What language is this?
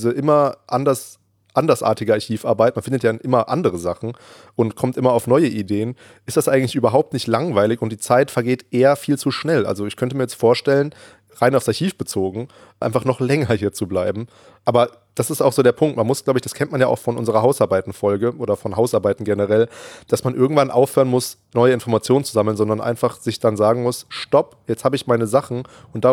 German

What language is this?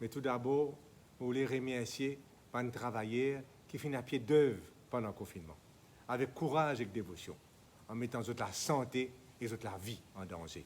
Morisyen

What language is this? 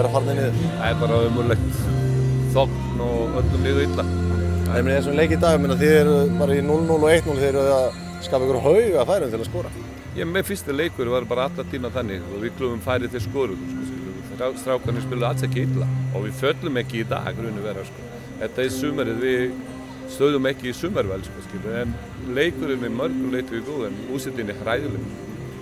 Icelandic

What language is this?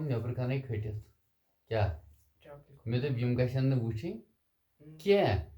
Kashmiri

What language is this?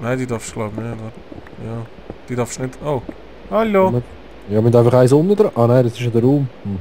Swiss German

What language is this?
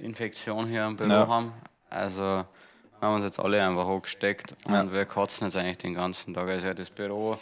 Bavarian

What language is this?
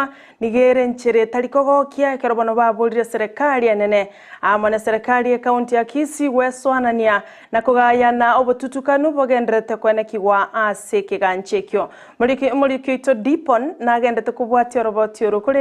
Gusii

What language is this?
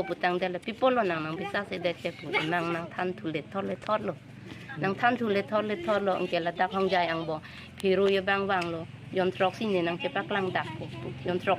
Karbi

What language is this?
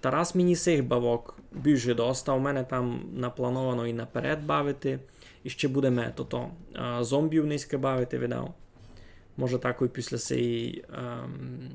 Rusyn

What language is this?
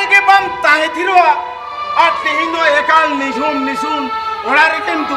Santali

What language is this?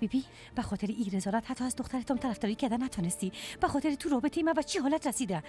Persian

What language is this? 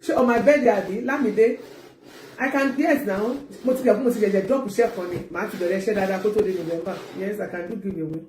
Yoruba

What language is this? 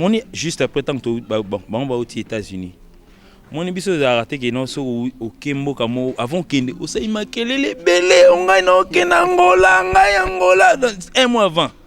Lingala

